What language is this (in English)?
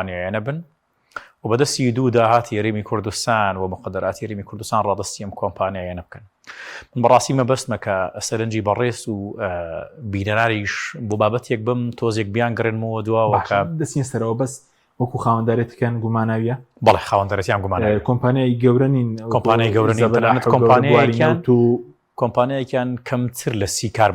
Central Kurdish